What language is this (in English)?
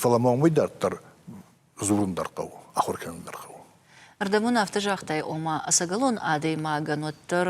Ossetic